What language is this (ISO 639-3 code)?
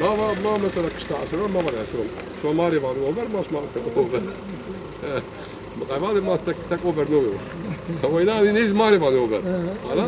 zza